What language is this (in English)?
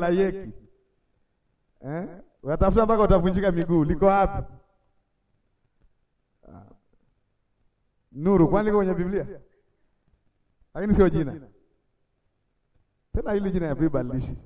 Swahili